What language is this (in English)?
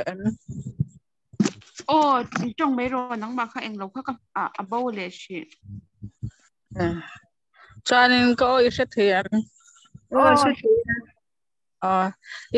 Vietnamese